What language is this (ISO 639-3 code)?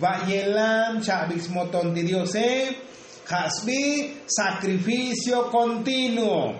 tzo